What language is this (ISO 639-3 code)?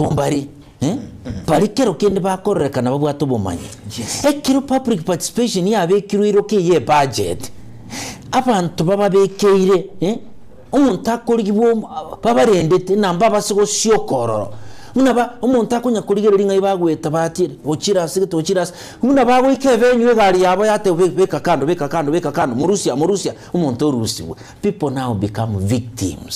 guz